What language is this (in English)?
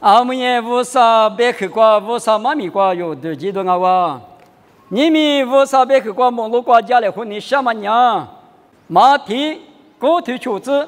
Lisu